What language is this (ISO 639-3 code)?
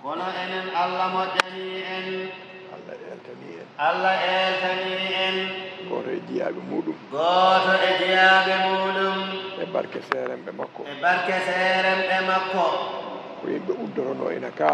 ful